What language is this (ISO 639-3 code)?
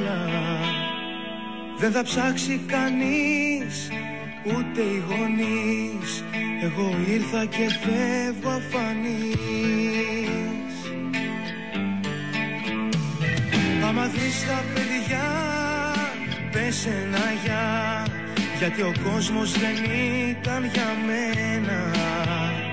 ell